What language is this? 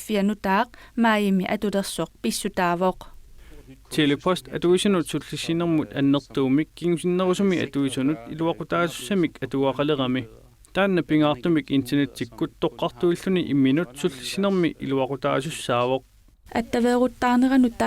Kalaallisut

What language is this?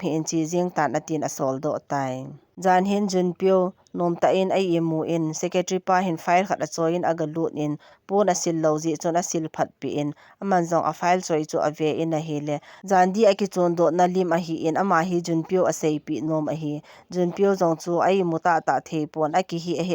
Thado Chin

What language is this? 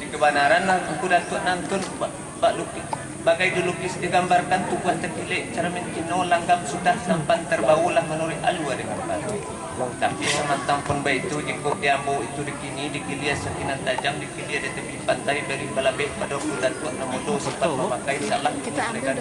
Minangkabau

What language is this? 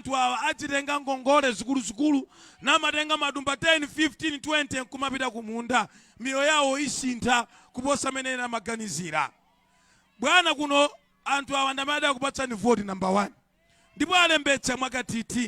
Nyanja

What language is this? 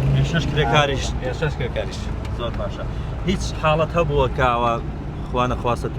Central Kurdish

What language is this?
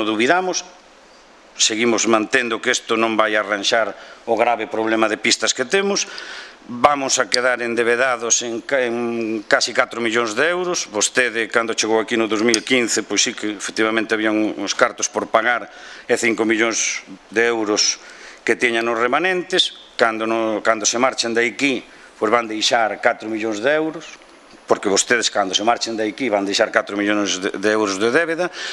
Galician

